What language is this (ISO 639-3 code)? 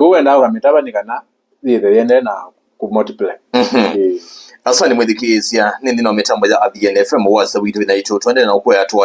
kam